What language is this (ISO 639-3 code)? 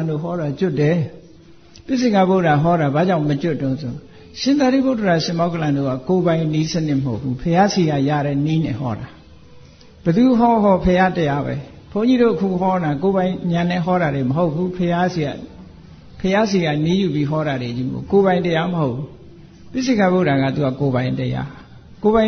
mya